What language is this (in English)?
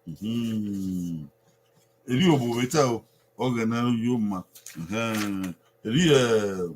Bini